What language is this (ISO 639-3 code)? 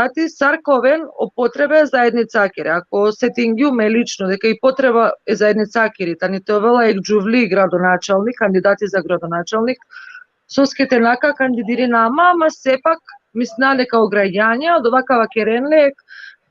rmn